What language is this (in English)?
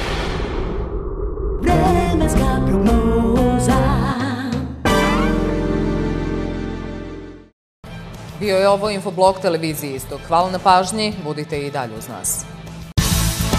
Serbian